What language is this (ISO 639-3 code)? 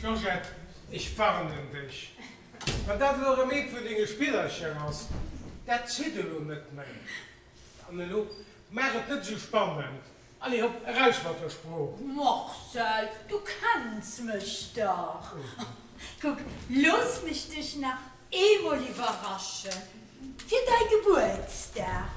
ltz